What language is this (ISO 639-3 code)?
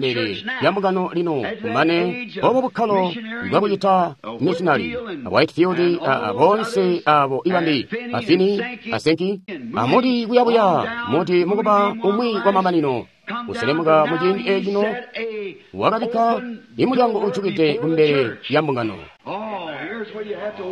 toi